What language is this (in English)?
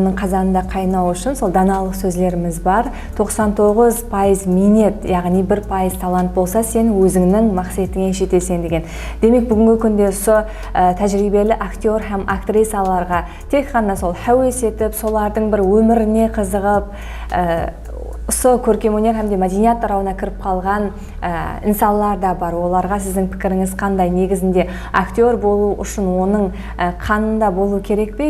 Kara-Kalpak